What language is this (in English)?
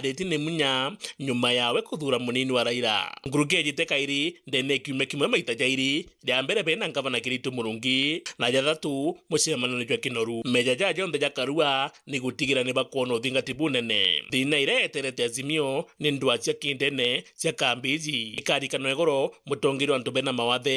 Meru